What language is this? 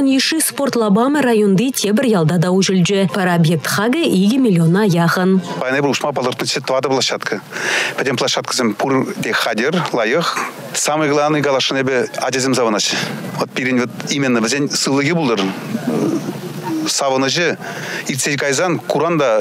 Chuvash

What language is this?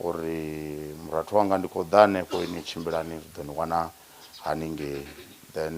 Venda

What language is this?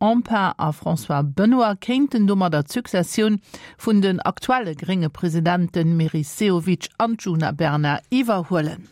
Luxembourgish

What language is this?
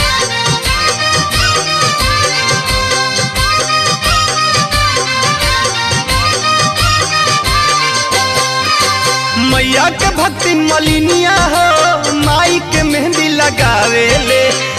Bhojpuri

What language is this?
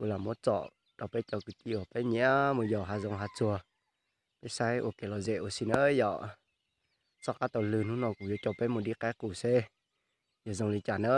Hmong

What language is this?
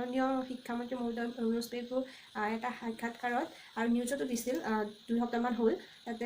Assamese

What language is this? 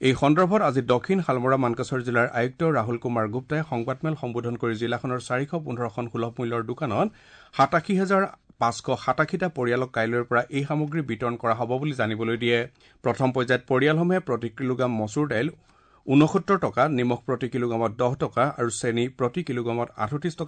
Assamese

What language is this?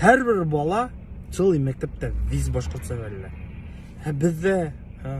Bashkir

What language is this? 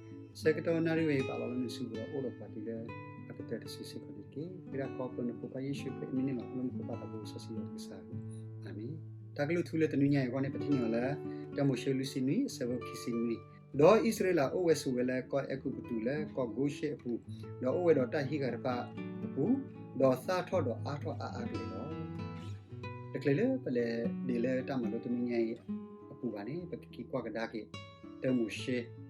S'gaw Karen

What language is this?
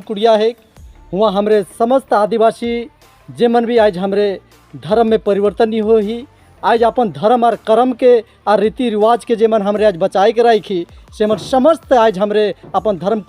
Sadri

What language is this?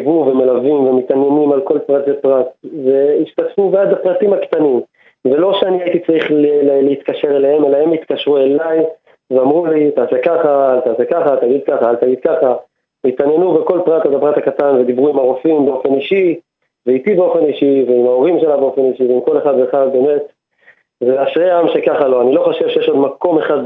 Hebrew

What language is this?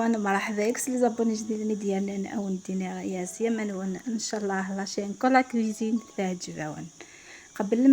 Algerian Arabic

